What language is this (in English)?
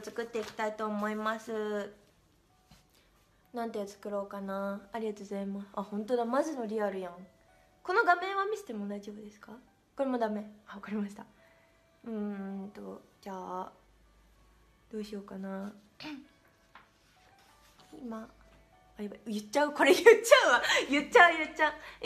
Japanese